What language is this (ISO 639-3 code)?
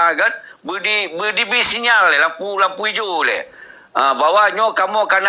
ace